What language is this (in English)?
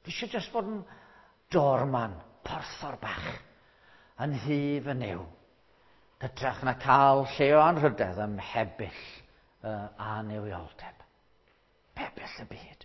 Welsh